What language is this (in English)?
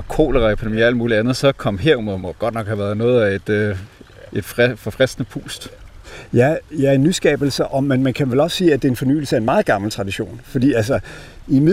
Danish